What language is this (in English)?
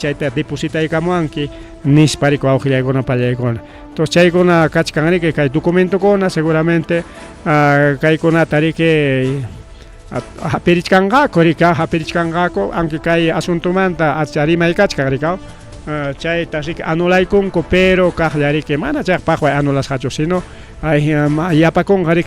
Ayacucho Quechua